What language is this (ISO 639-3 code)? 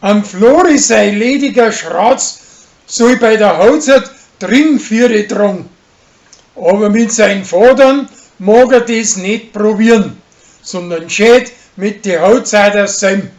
bar